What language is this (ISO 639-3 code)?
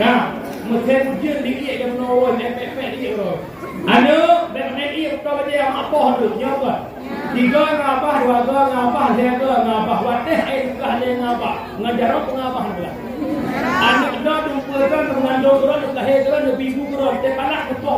ace